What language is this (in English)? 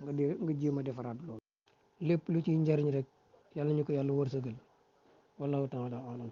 Wolof